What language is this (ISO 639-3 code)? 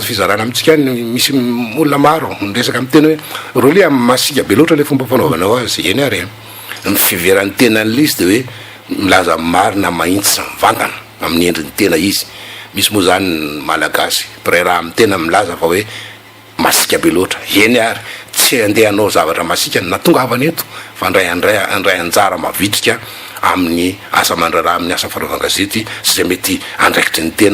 mlg